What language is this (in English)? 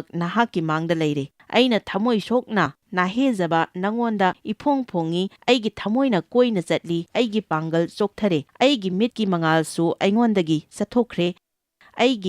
Manipuri